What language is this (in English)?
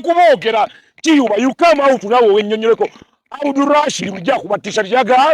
Ganda